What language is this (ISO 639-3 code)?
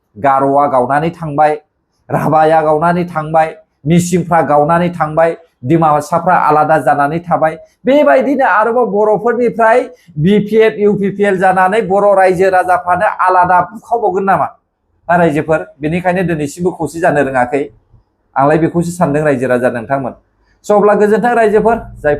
brx